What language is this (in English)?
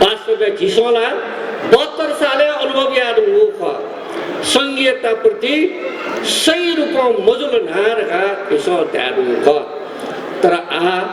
Newari